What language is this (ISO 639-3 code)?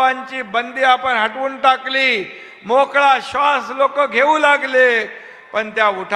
mar